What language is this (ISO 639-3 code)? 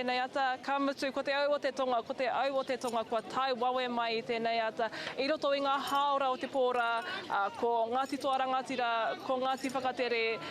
mri